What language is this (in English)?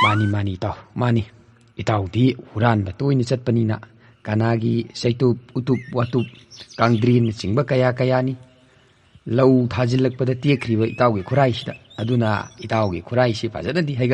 Manipuri